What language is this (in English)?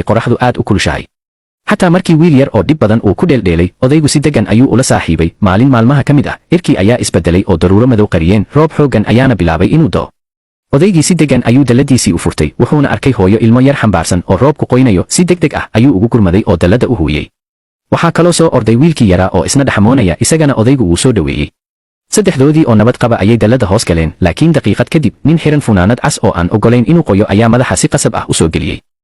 Somali